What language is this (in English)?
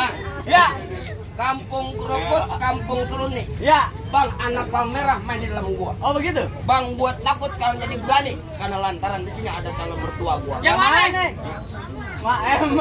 Betawi